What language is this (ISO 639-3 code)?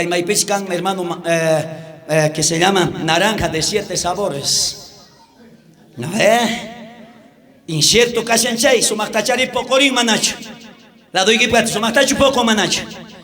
quh